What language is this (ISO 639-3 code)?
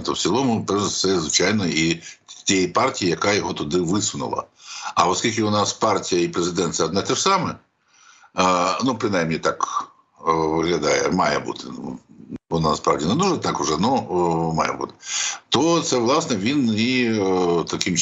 ukr